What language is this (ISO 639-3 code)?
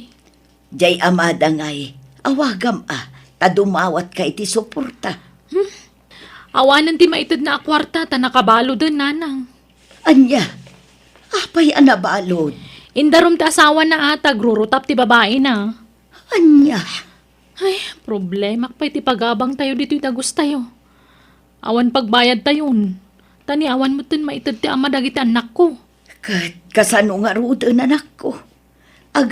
ilo